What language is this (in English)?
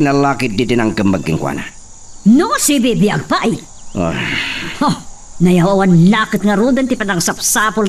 Iloko